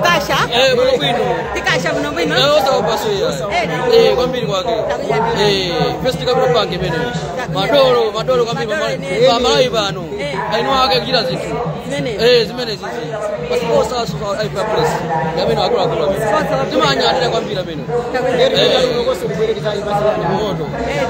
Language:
Nyanja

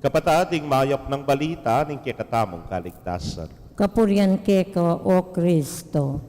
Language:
Pampanga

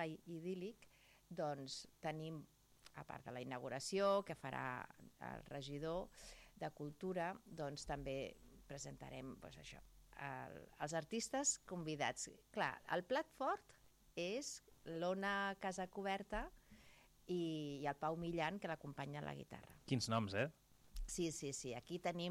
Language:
Catalan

